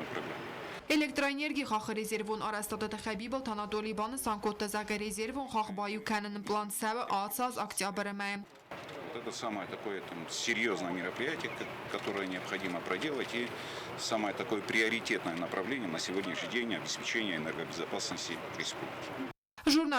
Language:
Ossetic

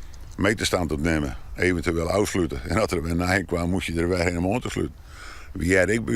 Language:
Western Frisian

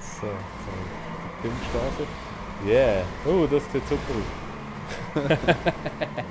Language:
Swiss German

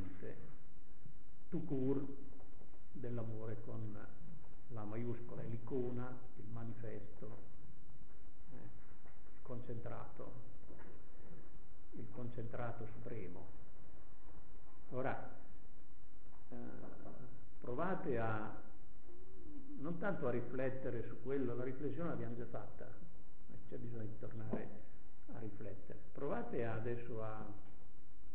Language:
Italian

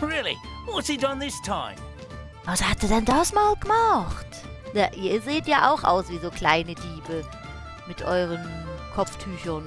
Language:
Swiss German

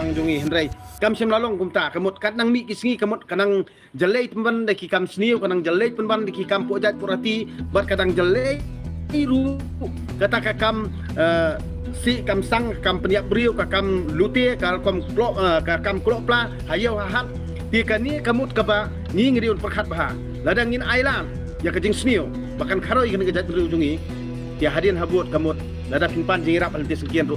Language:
Khasi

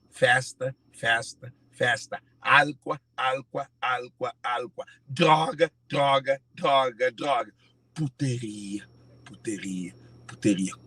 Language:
Kabuverdianu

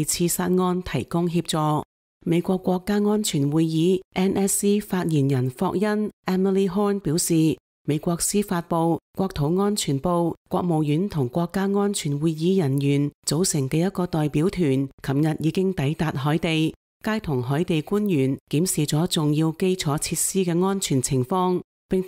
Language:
Cantonese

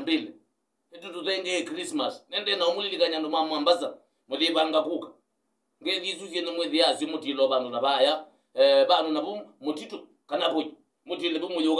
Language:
Kamba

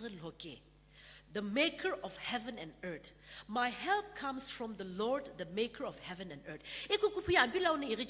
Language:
Sumi Naga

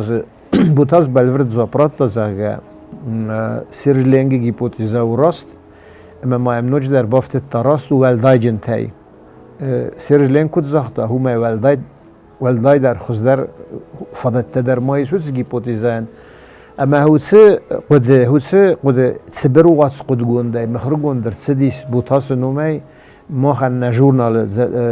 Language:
Ossetic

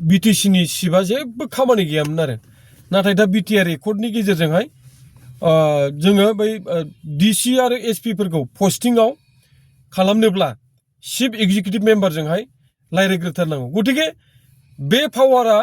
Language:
Bodo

